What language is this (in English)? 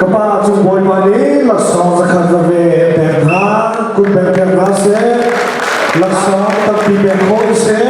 Hakha Chin